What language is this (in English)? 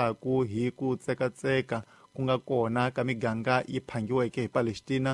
Tsonga